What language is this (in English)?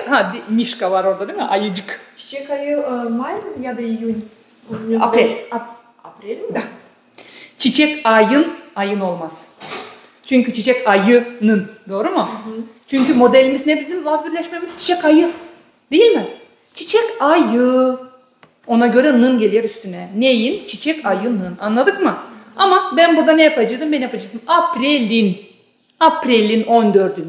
Gagauz